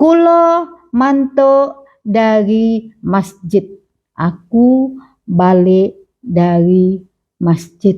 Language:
Musi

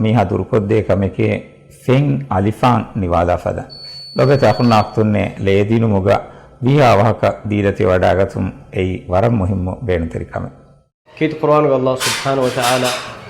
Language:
Divehi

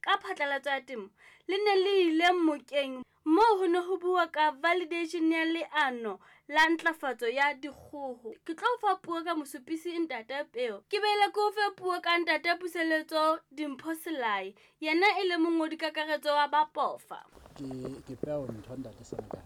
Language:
Southern Sotho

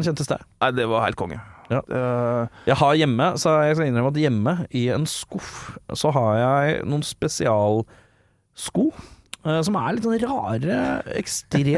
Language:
Norwegian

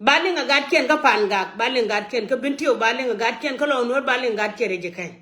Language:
Nuer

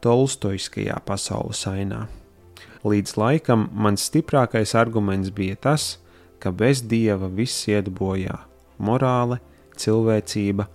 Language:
Latvian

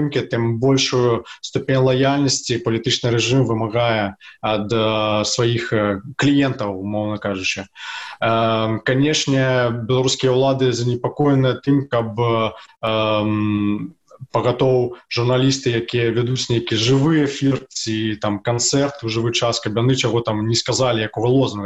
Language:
Belarusian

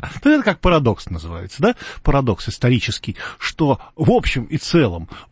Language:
Russian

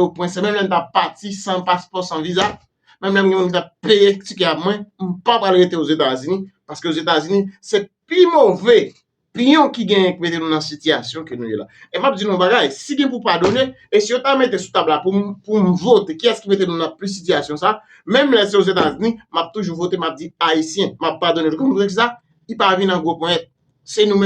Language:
Haitian Creole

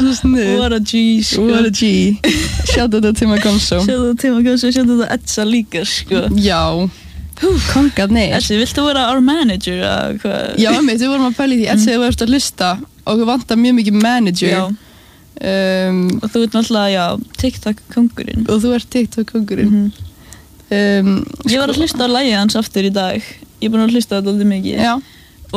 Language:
Icelandic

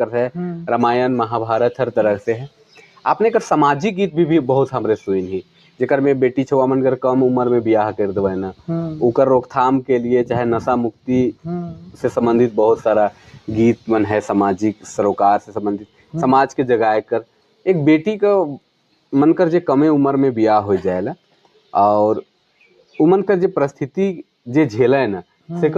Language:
Sadri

